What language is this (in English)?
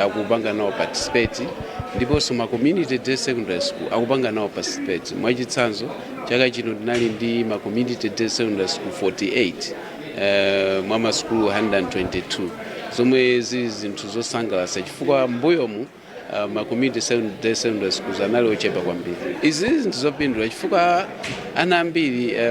Nyanja